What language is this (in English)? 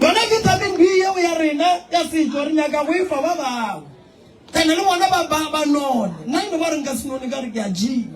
Northern Sotho